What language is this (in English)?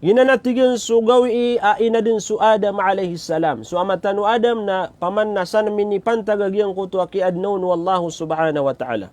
Maranao